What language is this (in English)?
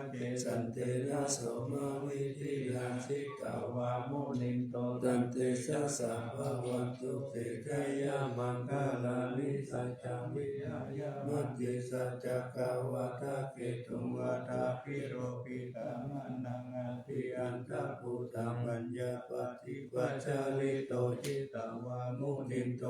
Pali